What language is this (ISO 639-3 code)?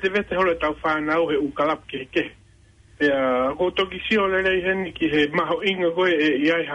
ton